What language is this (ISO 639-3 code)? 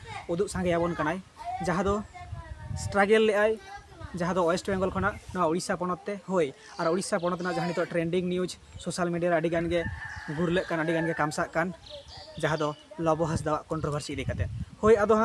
sat